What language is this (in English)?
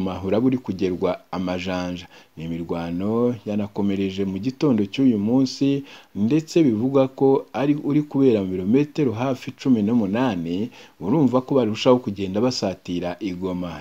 Kinyarwanda